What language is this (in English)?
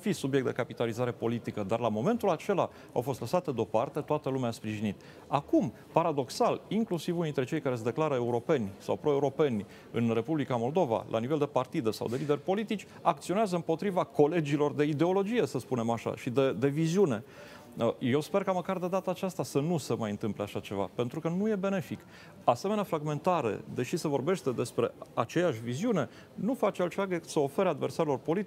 Romanian